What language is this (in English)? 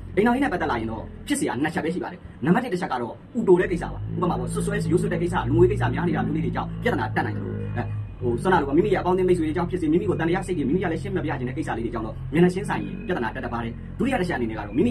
Burmese